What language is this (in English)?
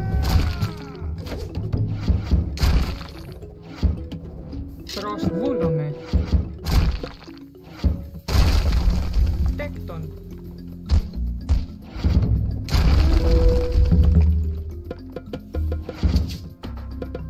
Greek